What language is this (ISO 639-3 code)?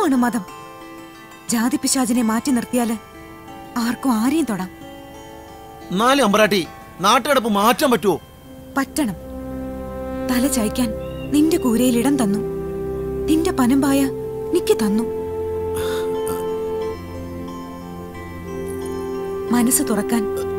mal